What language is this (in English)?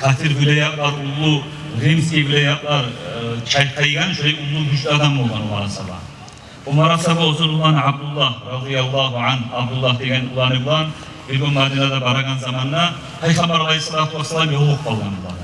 Kumyk